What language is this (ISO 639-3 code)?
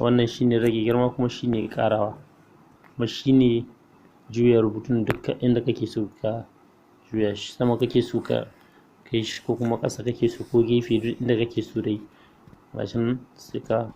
hau